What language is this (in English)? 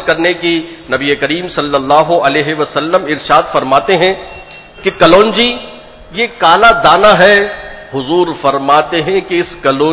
Urdu